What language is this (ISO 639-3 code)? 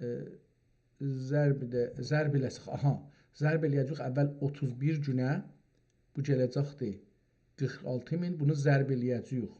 azb